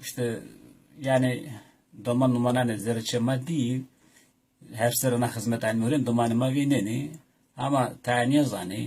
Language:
Zaza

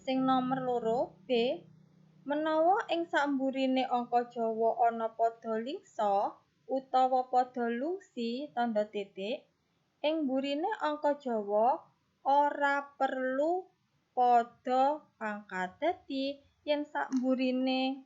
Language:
Javanese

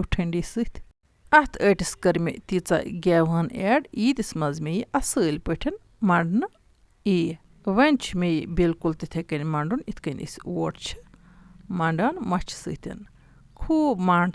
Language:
Kashmiri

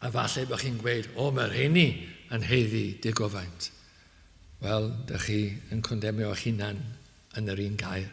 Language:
Welsh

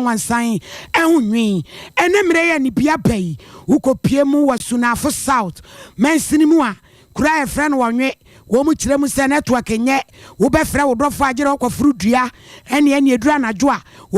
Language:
Akan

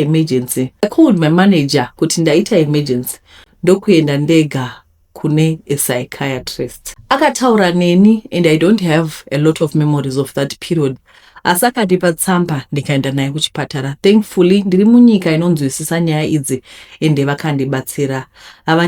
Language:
Shona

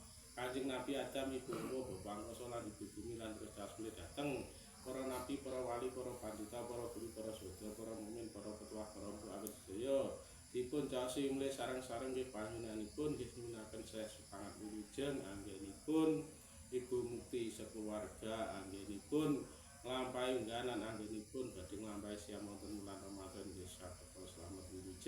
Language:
Javanese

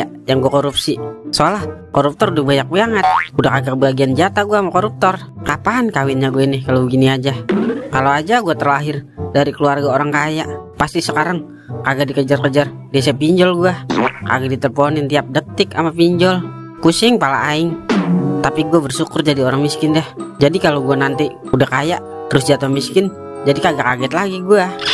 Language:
Betawi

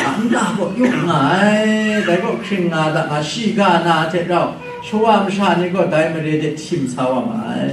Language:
Kachin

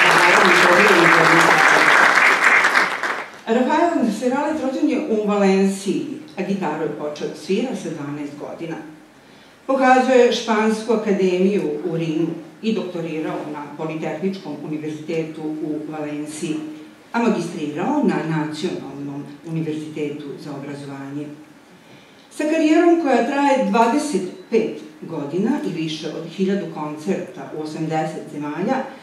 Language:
Serbian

